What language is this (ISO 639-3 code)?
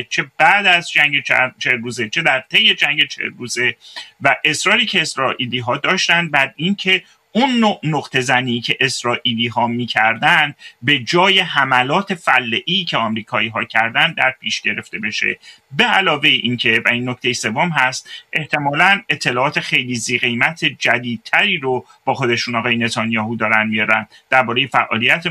fas